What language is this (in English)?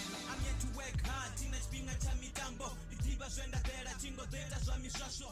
Venda